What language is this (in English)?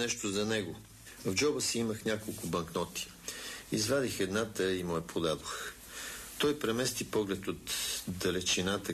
Bulgarian